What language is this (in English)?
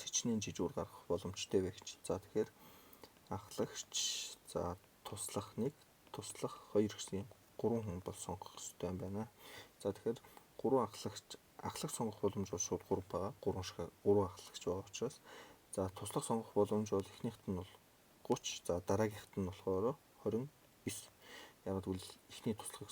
Mongolian